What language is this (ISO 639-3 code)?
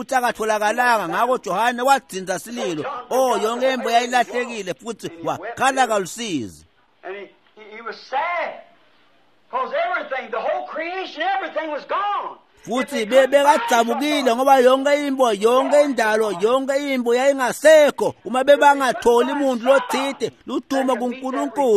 ssw